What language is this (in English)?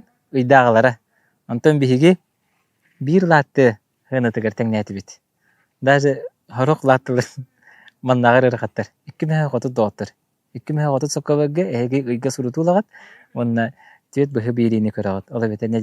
Yakut